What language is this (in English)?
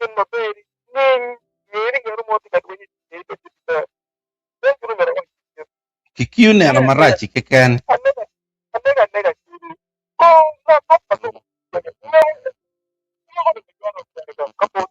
Acoli